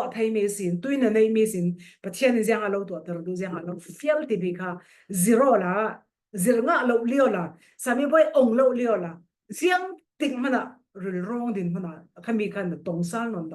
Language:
Falam Chin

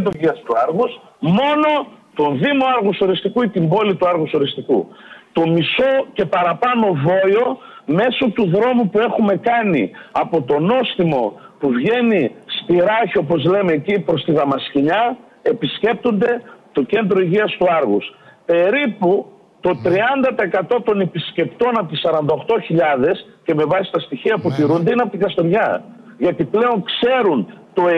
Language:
Greek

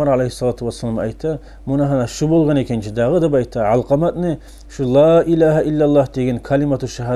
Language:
Kumyk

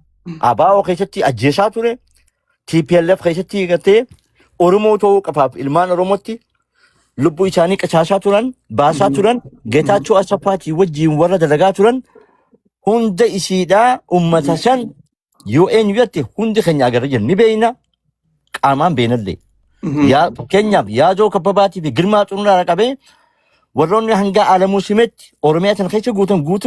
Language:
Oromo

